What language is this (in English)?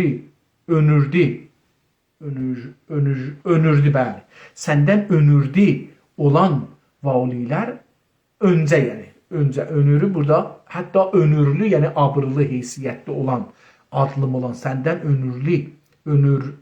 South Azerbaijani